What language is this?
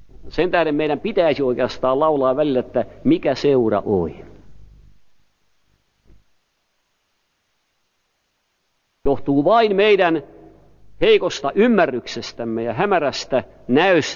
Finnish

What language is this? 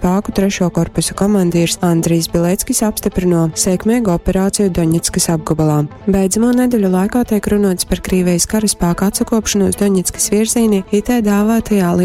Latgalian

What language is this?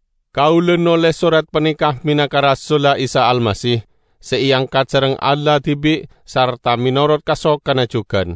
Madurese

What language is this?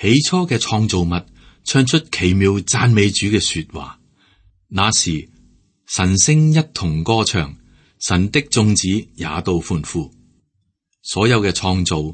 Cantonese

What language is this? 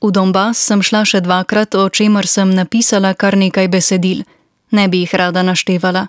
Slovenian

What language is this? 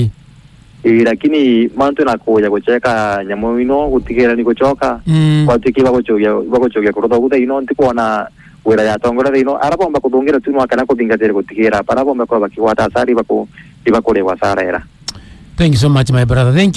Meru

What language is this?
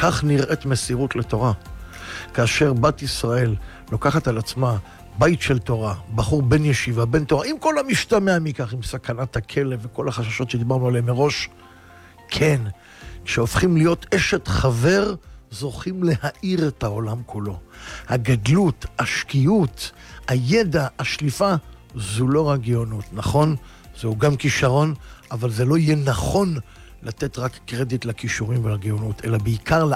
Hebrew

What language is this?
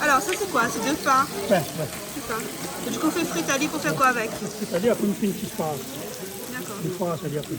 Réunion Creole French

